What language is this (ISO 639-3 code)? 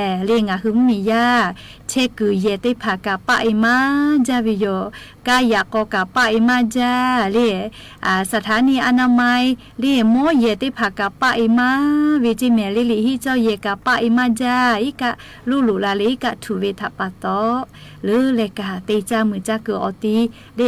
lhu